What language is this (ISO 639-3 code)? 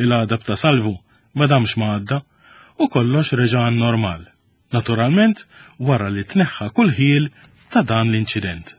mlt